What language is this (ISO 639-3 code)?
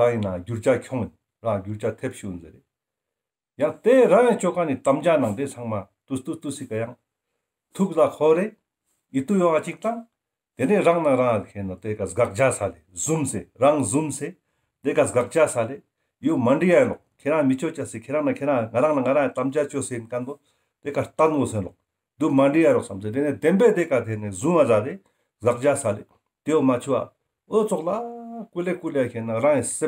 lbj